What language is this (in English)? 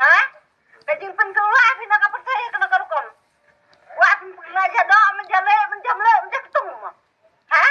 Khasi